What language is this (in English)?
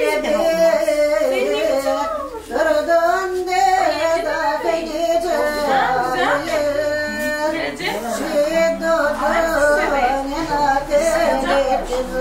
Turkish